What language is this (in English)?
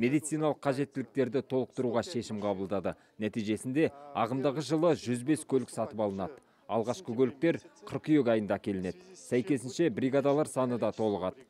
Kazakh